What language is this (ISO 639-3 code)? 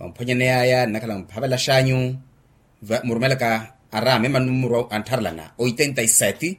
vmw